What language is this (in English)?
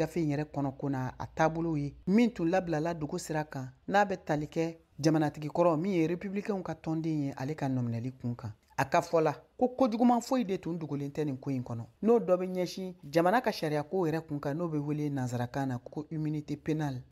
Bambara